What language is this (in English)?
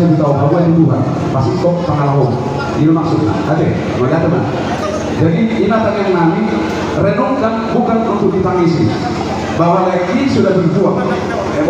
Batak Toba